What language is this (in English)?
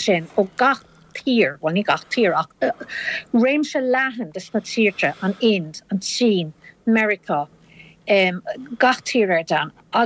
Irish